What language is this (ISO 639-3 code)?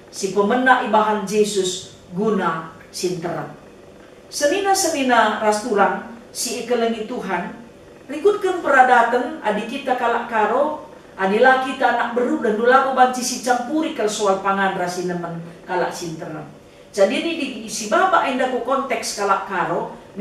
btx